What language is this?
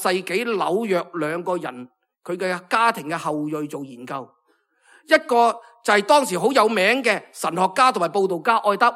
Cantonese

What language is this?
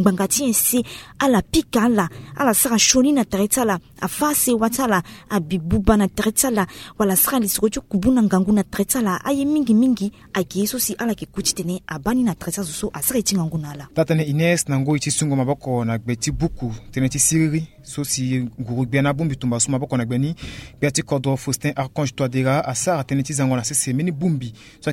Sango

